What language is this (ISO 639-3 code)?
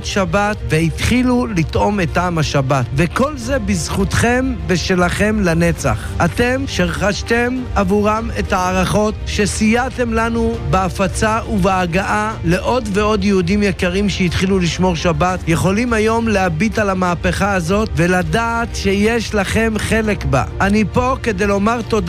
heb